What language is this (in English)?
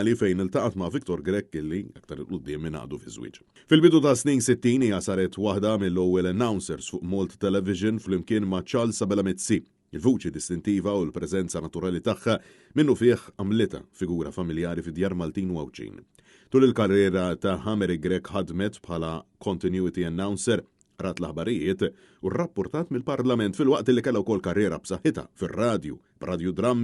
Maltese